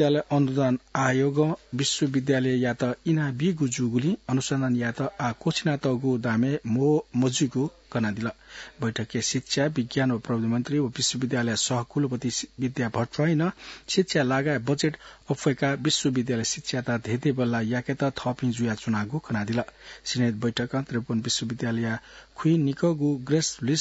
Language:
Newari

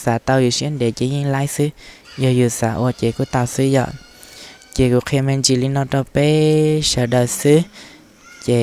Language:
Hmong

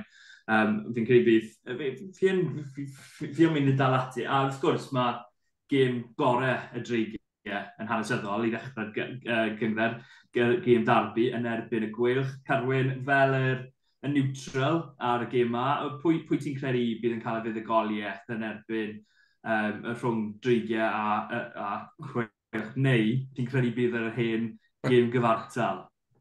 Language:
Welsh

